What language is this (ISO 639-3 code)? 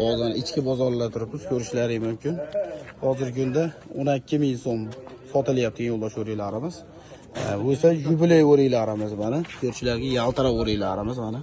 uzb